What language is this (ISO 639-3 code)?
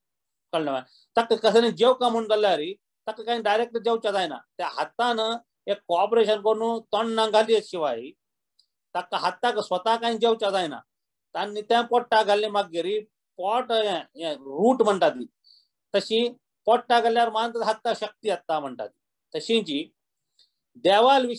kok